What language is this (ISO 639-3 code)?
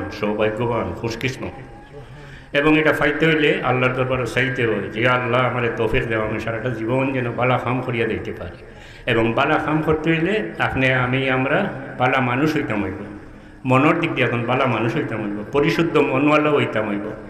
syl